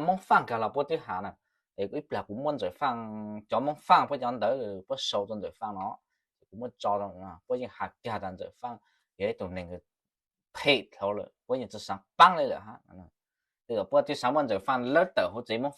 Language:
Hmong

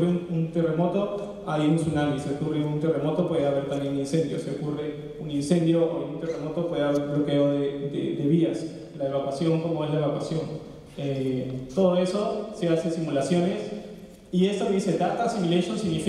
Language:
Spanish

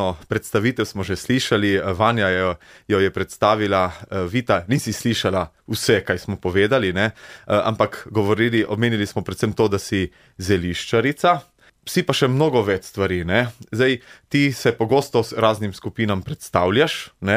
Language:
Slovenian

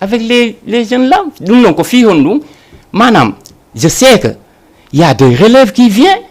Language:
Fula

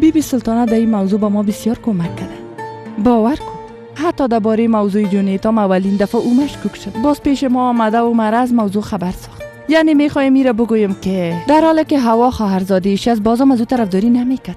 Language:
Persian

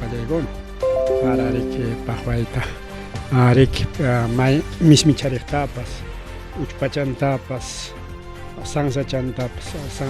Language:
Ayacucho Quechua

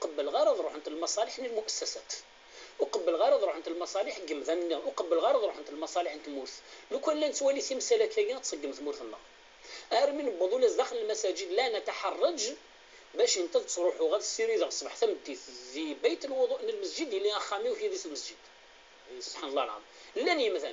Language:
Kabyle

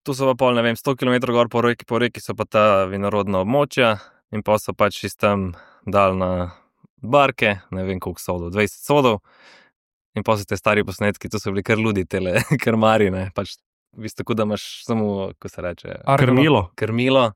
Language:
Slovenian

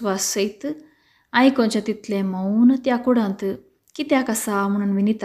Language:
Konkani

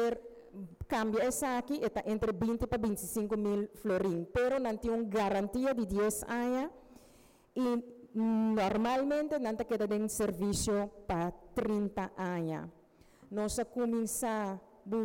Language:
Papiamento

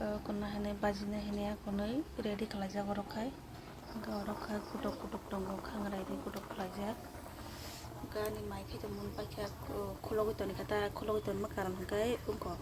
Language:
Kok Borok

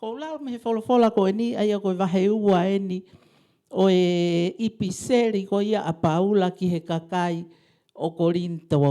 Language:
Tongan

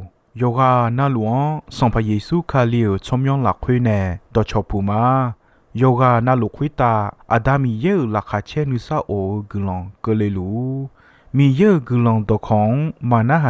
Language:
Akha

